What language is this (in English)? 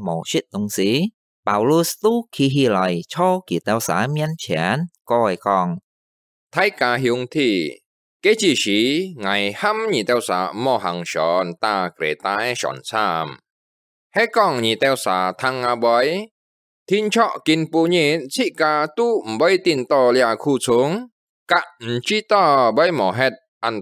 Hakka Chinese